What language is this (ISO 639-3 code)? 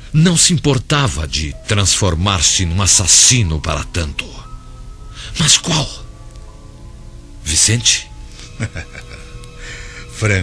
por